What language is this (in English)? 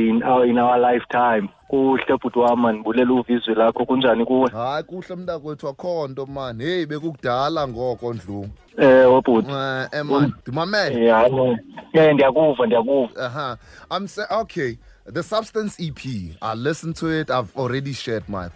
Xhosa